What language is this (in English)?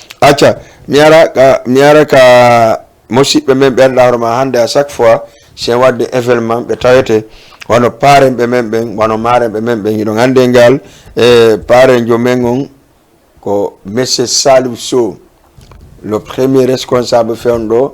Fula